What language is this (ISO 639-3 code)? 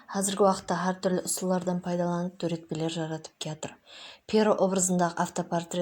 kaa